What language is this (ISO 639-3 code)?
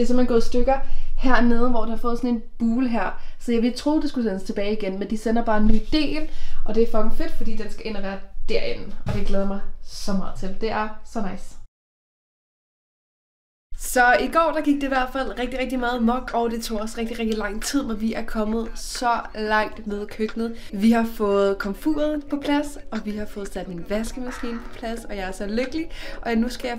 dan